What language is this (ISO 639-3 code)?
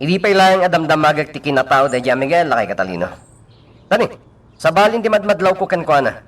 ilo